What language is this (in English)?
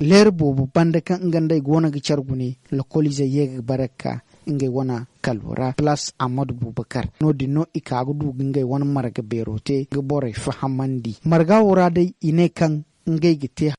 Zarma